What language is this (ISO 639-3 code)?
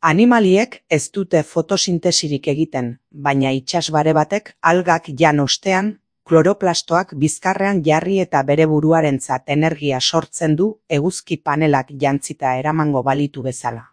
eus